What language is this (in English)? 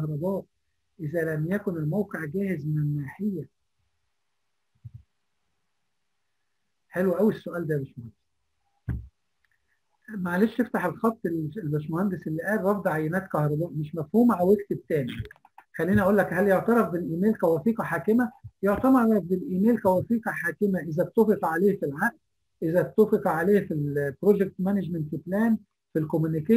Egyptian Arabic